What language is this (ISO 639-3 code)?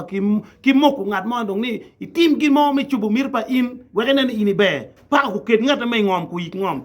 ach